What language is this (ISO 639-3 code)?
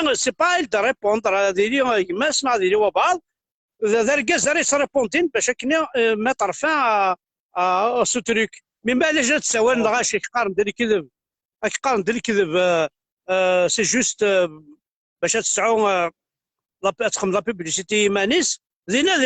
kab